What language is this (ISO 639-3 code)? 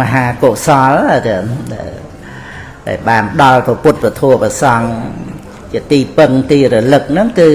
khm